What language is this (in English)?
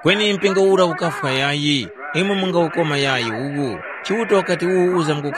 Tumbuka